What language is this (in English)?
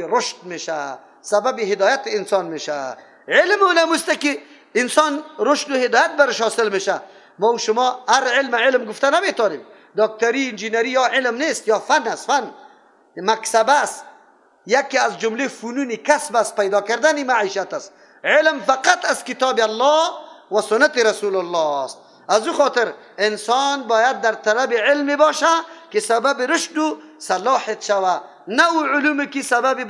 Persian